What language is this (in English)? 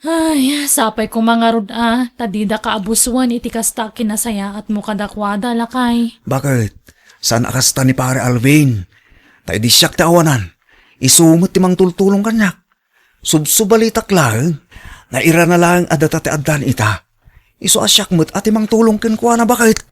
Iloko